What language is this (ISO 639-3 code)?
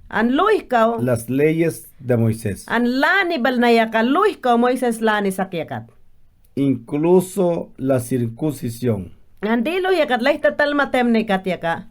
yan